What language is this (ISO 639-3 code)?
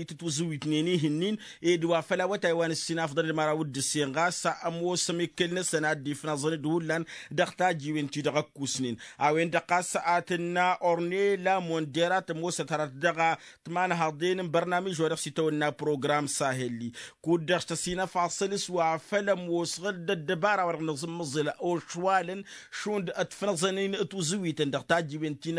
taq